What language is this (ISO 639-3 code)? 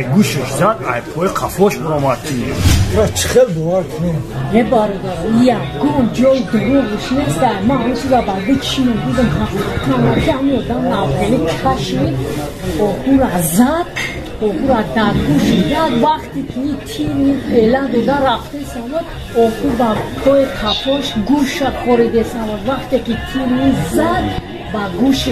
tgk